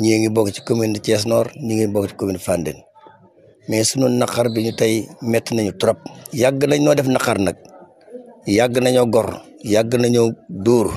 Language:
Wolof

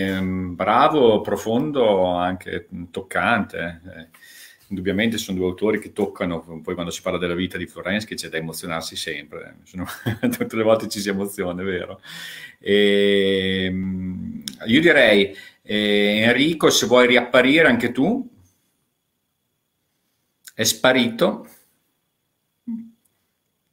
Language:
Italian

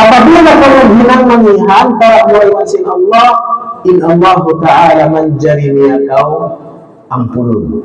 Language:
Tausug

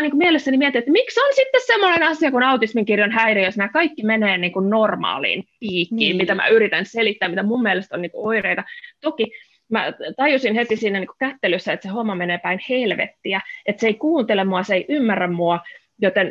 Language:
Finnish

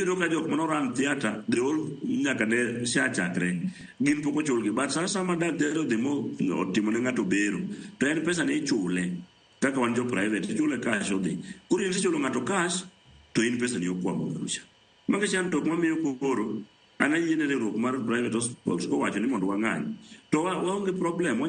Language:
Luo (Kenya and Tanzania)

